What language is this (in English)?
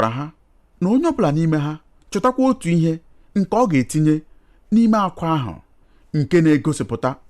Igbo